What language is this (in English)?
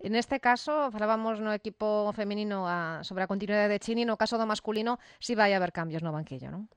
Galician